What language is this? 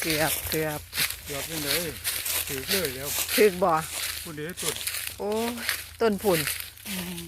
Lao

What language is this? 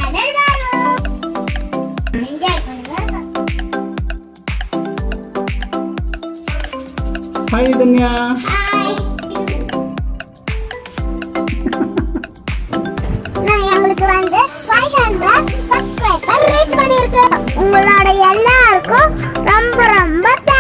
Tamil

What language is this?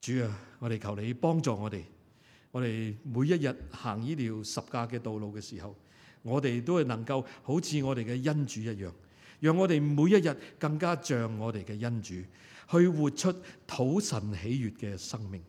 Cantonese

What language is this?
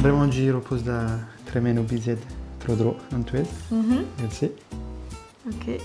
Breton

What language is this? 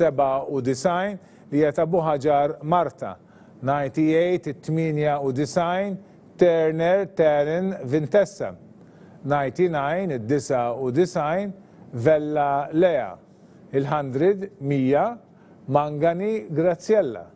Maltese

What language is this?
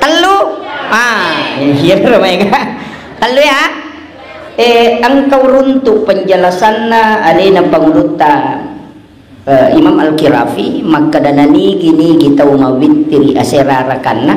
Buginese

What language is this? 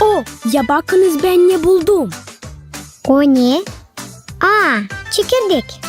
Gagauz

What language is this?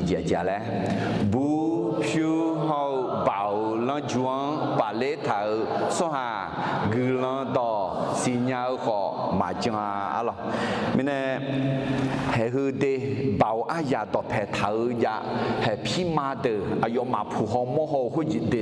Akha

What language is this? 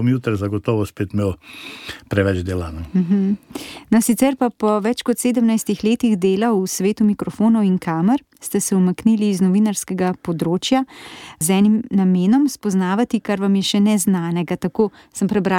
Slovenian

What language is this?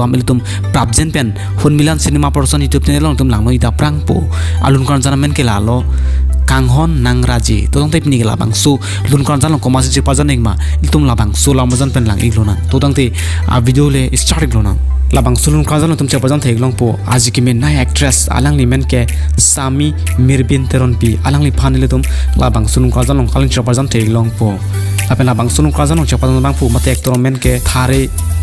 Karbi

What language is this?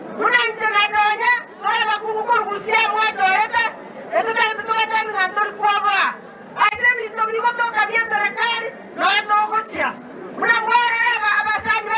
Gusii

